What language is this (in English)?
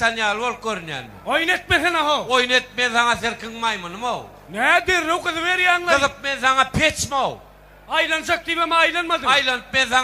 Turkmen